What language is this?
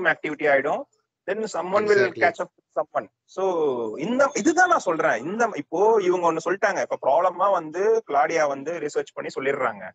Tamil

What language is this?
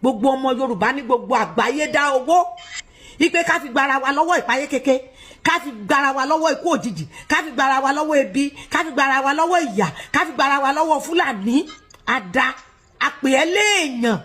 Yoruba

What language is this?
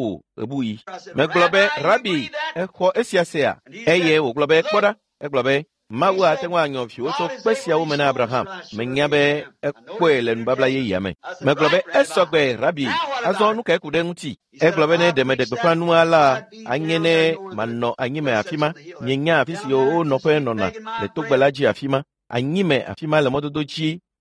Ewe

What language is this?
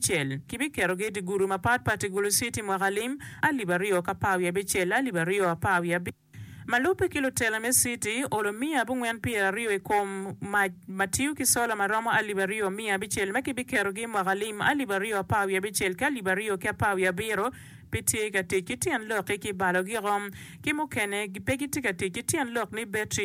Acoli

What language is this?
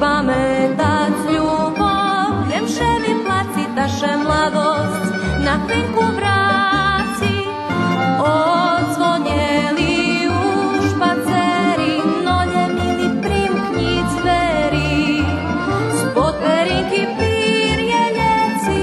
Rusyn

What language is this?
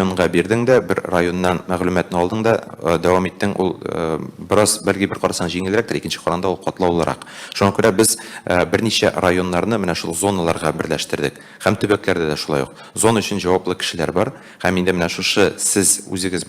Tatar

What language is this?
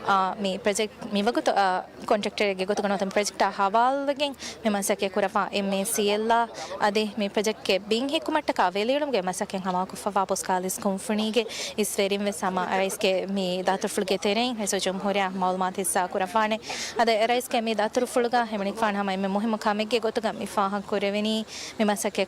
Divehi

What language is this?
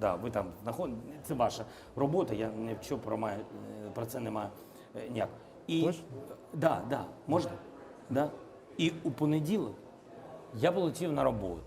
Crimean Tatar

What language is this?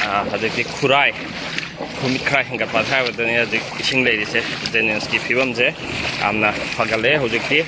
Manipuri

